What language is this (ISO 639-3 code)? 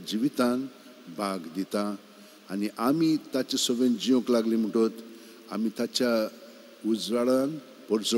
kok